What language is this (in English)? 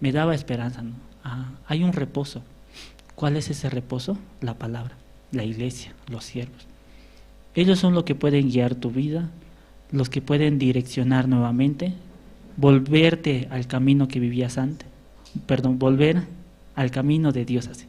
Aymara